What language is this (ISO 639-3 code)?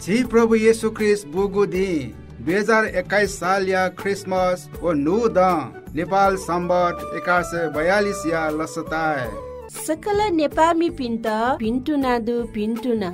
new